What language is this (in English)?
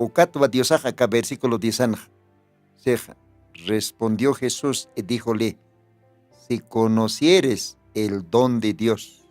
Aymara